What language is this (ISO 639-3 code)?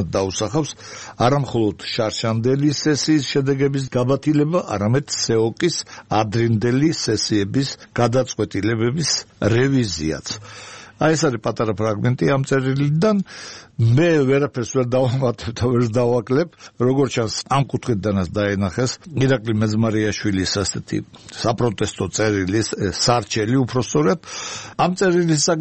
kat